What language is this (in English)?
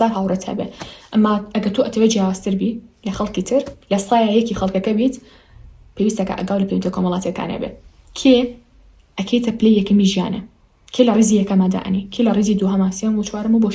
Central Kurdish